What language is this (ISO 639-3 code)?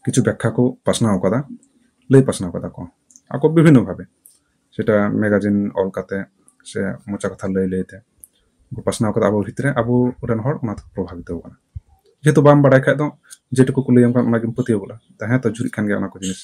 sat